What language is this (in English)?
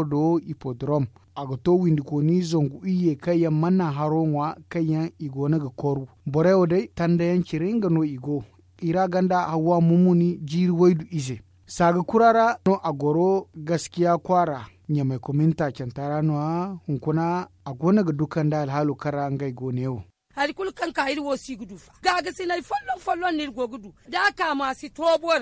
Zarma